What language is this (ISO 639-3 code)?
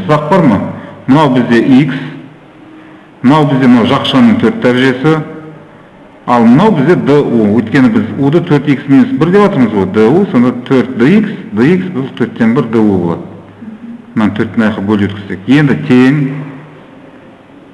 kaz